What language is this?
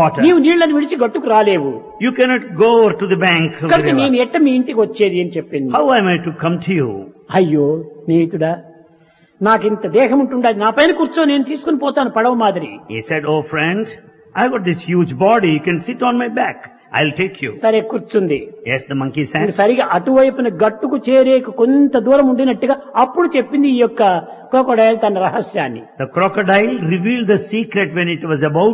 Telugu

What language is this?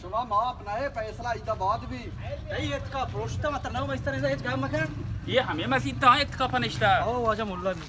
Baluchi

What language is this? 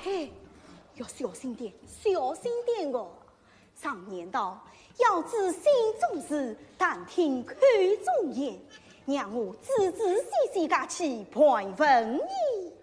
Wu Chinese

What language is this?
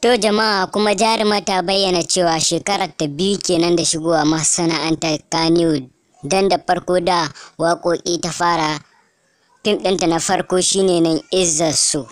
Hausa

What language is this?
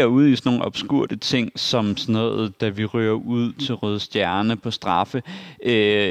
Danish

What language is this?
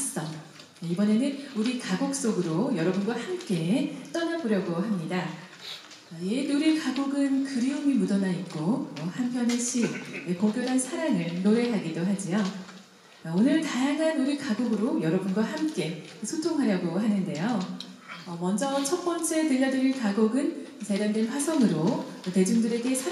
Korean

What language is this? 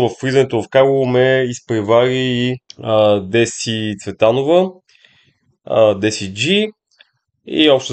Bulgarian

